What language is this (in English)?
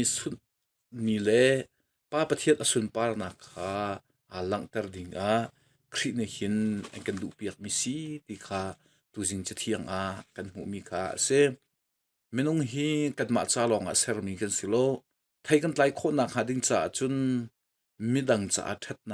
Hakha Chin